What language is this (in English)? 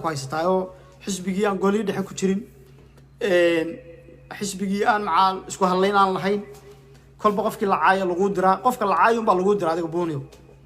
Somali